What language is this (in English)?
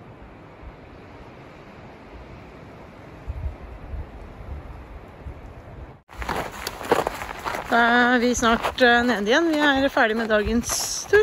Norwegian